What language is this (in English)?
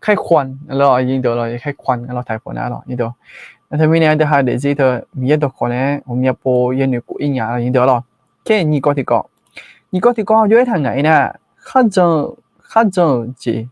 Akha